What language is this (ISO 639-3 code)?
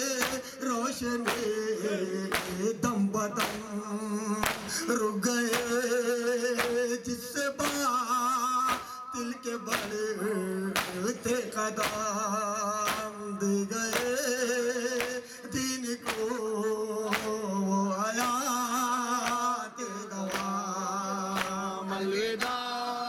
urd